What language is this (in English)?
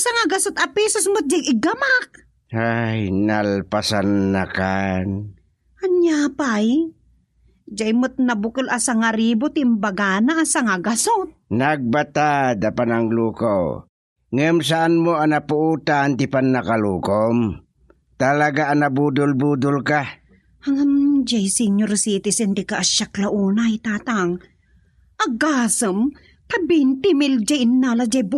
Iloko